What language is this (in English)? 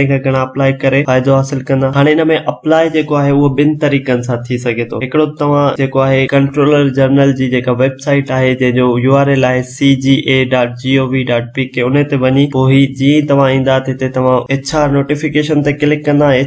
Sindhi